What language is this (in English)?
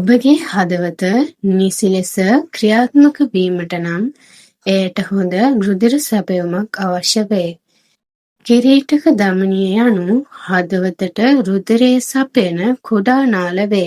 Sinhala